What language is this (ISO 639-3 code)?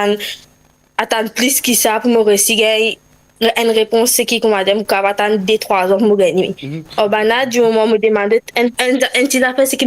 mfe